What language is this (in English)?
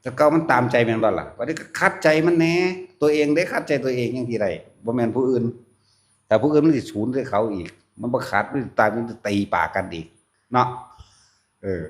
Northeastern Thai